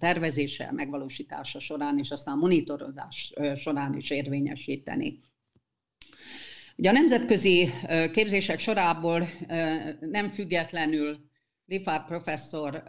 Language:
Hungarian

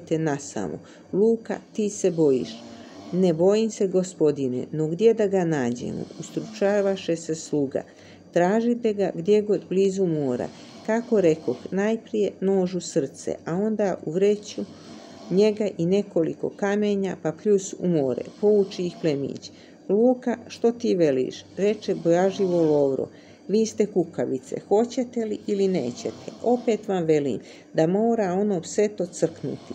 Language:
Croatian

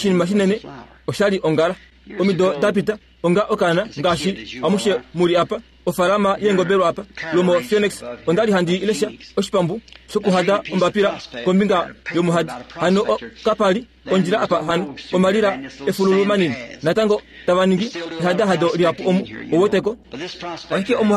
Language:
Kuanyama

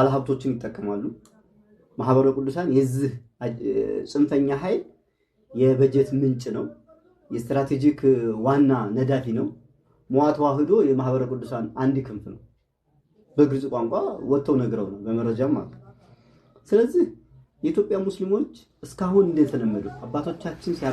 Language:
Amharic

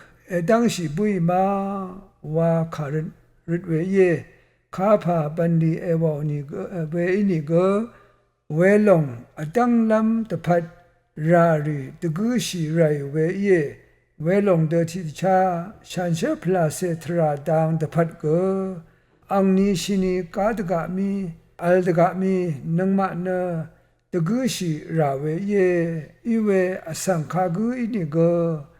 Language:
Rawang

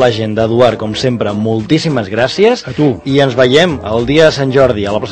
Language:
Catalan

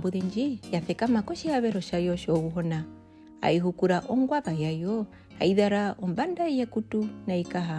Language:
Herero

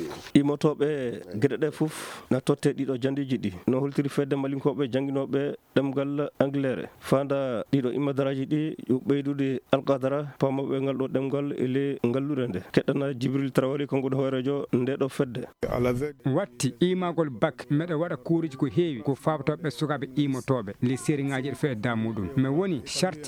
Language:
Fula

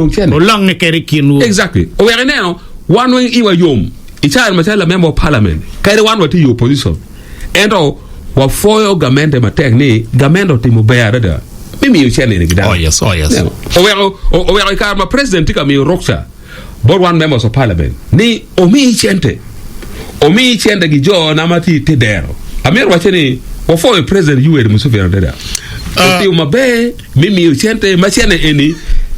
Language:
Acoli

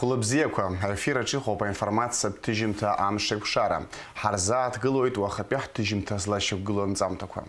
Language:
Abkhazian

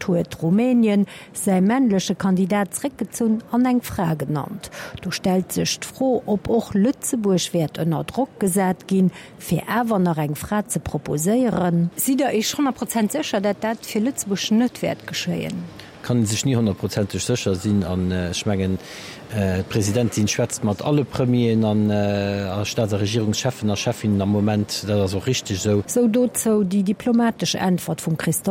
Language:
Luxembourgish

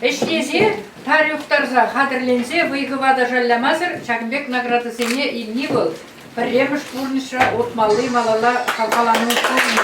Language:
Chuvash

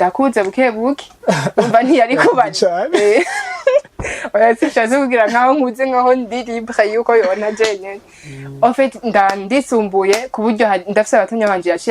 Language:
Rundi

